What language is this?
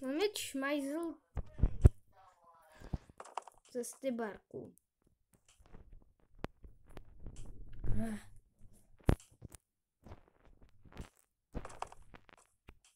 Czech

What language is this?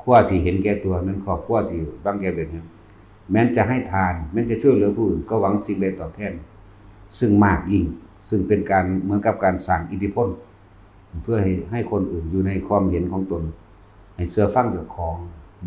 Northeastern Thai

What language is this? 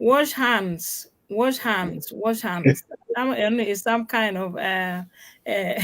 Acoli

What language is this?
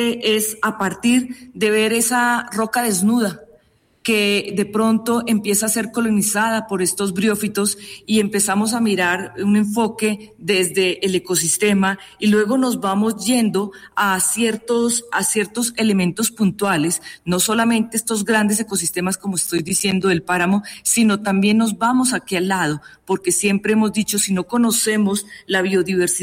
Spanish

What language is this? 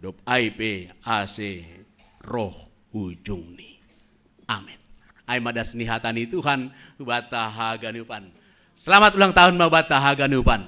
Batak Simalungun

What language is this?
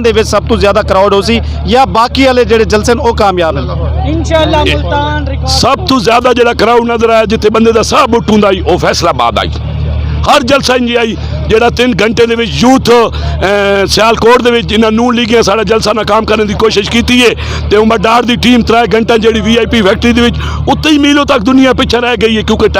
Western Panjabi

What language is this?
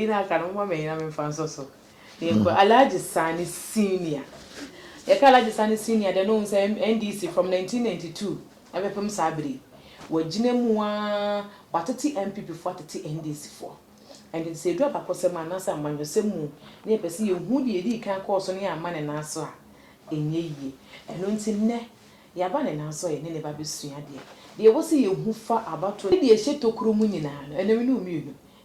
Akan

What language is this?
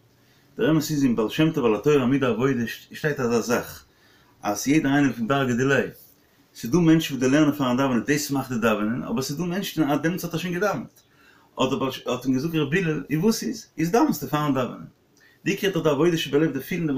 Yiddish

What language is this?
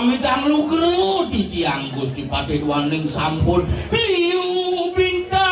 Balinese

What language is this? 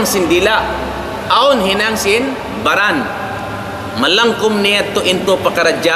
Tausug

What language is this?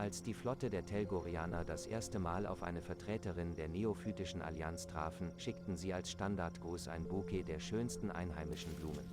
Swiss German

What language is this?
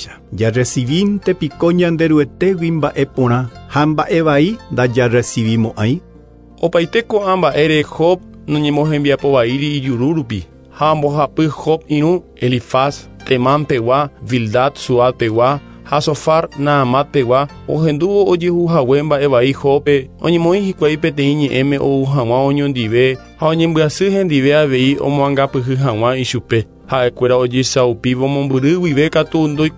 Guarani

